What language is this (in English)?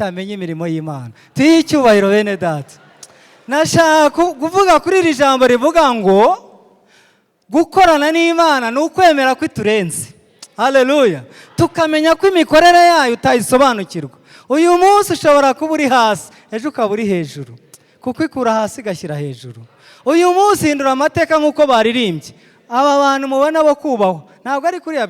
Kinyarwanda